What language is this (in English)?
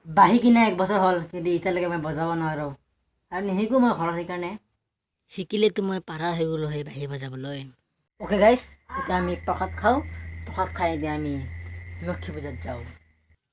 Assamese